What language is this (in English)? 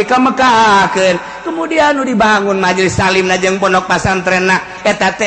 Sundanese